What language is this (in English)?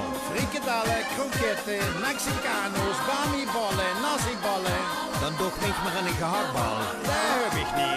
Limburgish